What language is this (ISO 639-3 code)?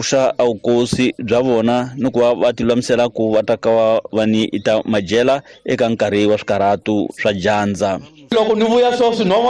tso